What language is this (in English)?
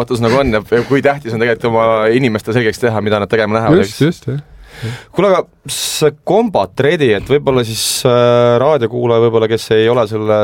Estonian